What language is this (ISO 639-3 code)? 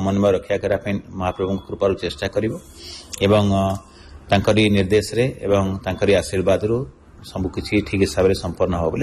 ori